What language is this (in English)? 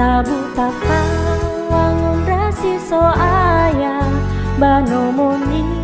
Nias